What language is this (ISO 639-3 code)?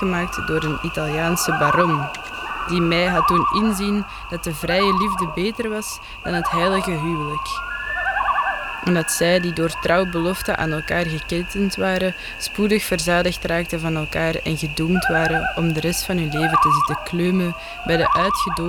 nld